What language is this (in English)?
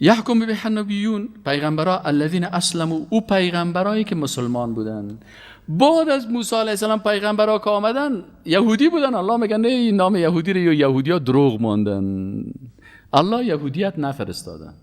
Persian